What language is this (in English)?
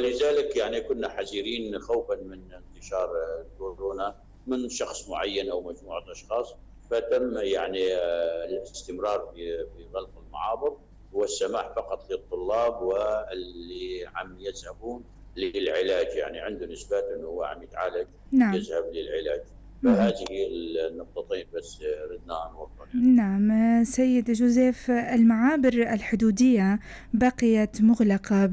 North Levantine Arabic